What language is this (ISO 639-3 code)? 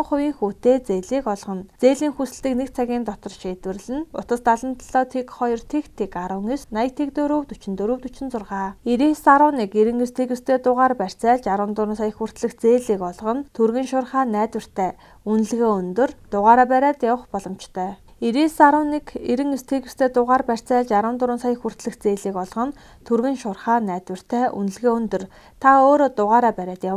mon